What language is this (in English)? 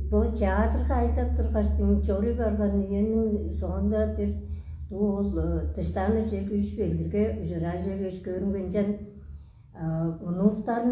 Tuvinian